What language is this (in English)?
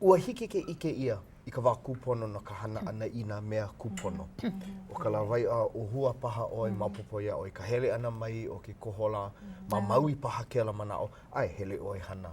Hawaiian